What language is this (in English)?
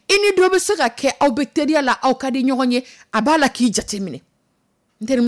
Dyula